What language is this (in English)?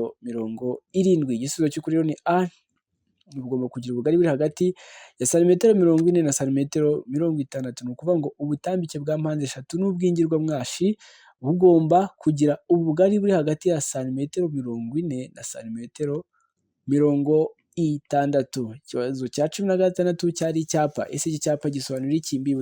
Kinyarwanda